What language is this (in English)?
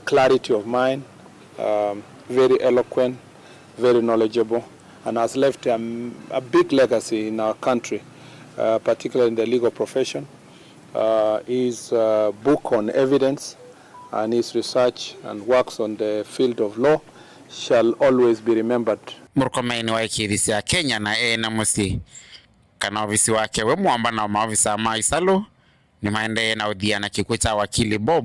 Kamba